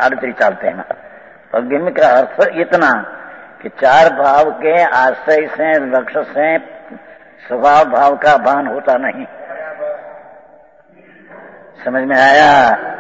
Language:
Hindi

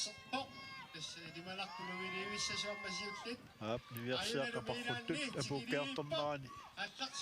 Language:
Kalaallisut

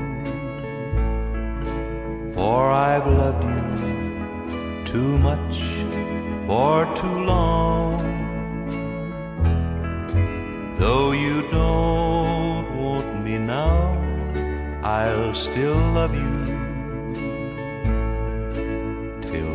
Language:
English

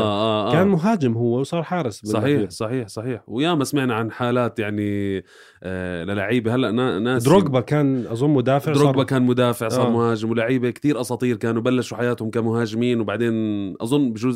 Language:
North Levantine Arabic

